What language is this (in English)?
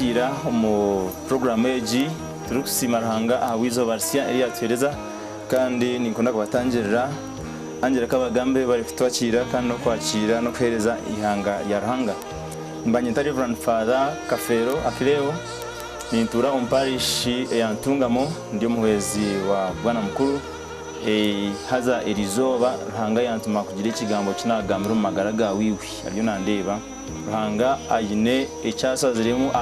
Nyankole